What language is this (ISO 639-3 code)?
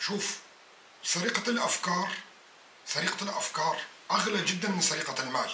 apc